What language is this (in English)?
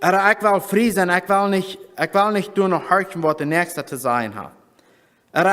Plautdietsch